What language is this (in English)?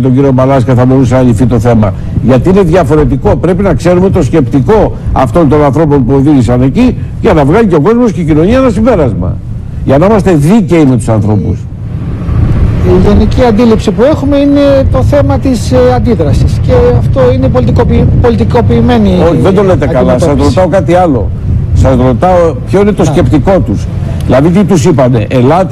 Greek